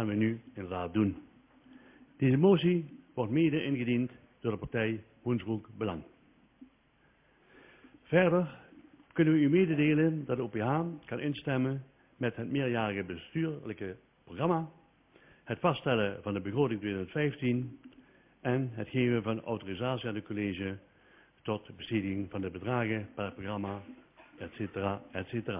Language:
Dutch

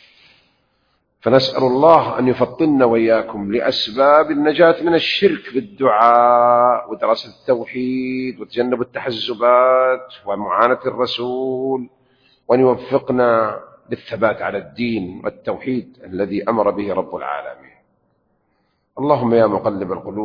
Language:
Arabic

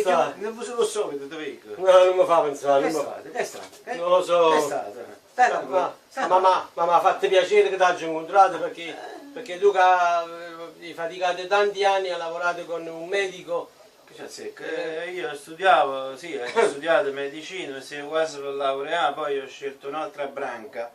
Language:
Neapolitan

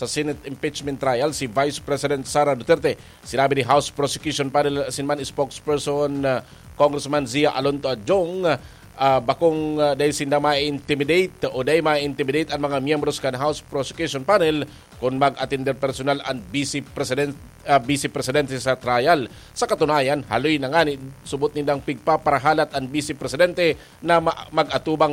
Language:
Bikol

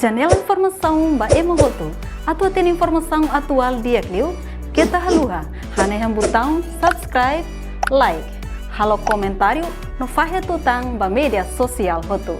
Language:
Tetum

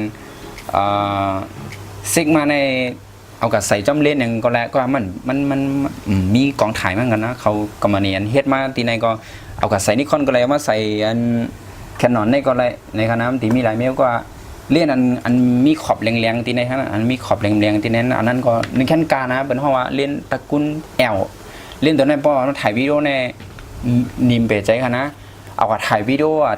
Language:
Shan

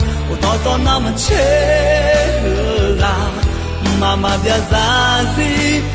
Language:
Akha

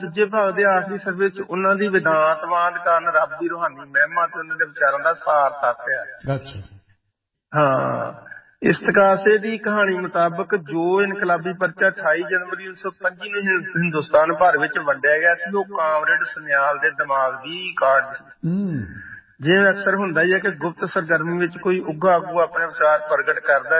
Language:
Punjabi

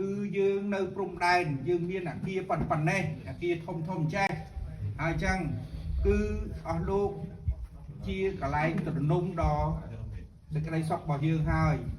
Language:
Khmer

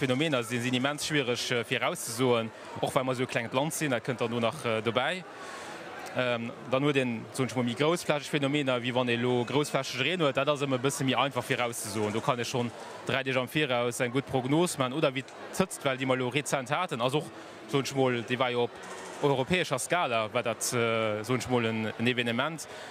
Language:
Luxembourgish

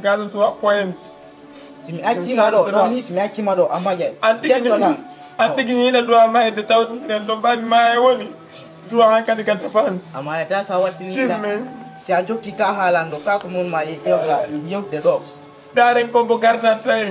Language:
Fula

